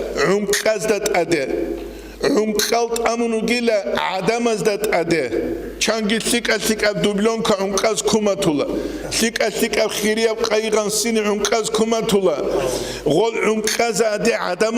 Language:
Avaric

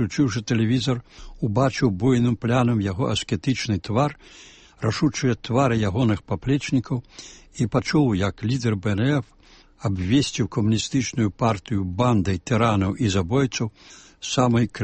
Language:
Belarusian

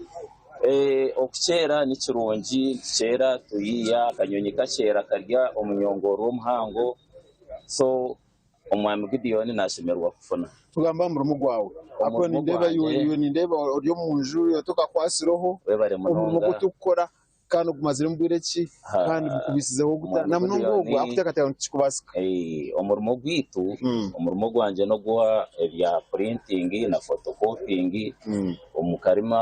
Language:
Nyankole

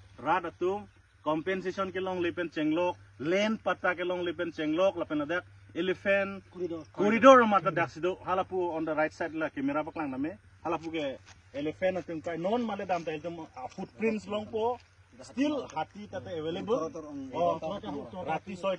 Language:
Karbi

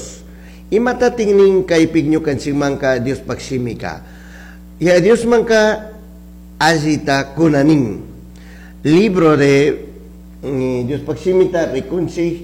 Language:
Chimborazo Highland Quichua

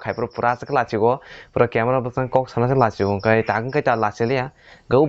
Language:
Kok Borok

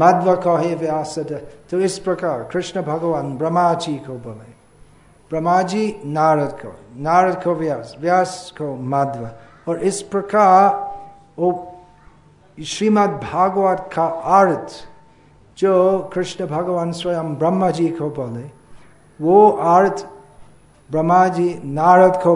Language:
Hindi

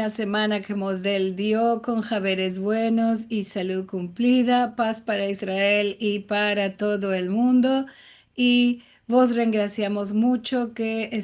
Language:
Ladino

